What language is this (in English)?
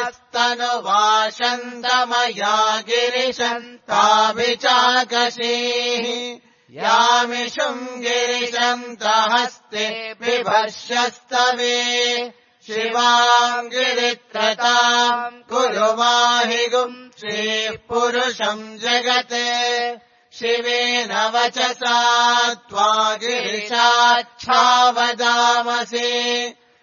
Sanskrit